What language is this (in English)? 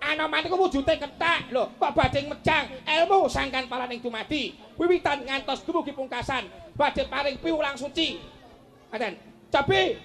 Javanese